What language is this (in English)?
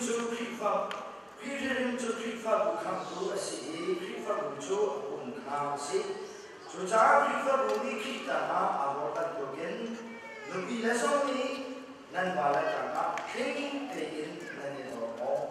Hakha Chin